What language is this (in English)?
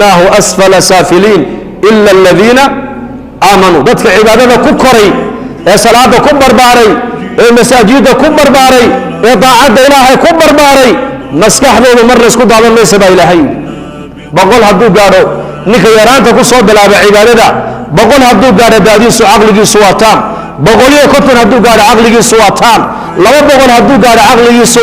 Somali